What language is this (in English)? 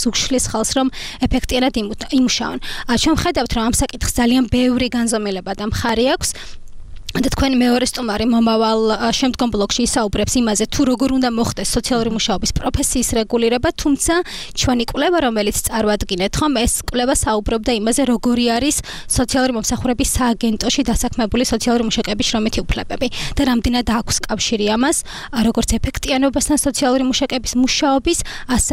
Georgian